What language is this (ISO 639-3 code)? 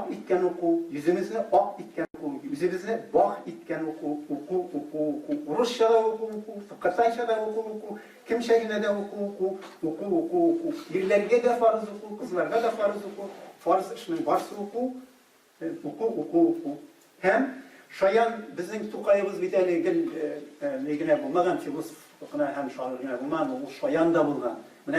tat